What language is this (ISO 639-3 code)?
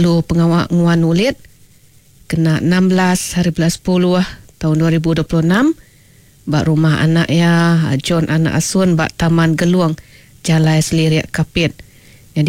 iba